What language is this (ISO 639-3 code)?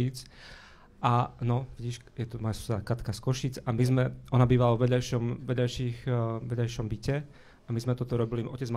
slk